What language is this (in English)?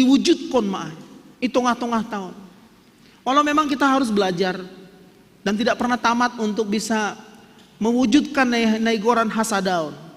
Batak Simalungun